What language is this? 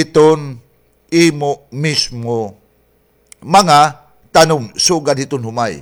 Waray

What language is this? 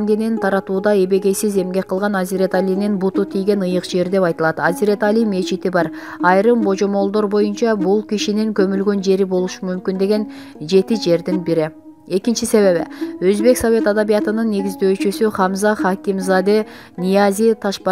Kyrgyz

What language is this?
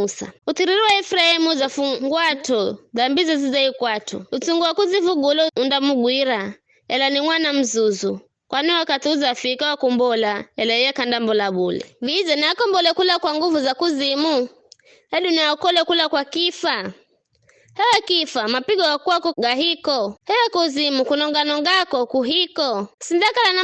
Giryama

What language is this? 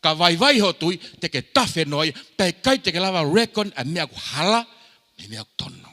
Tongan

